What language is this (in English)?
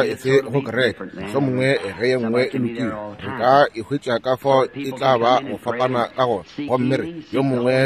Northern Sotho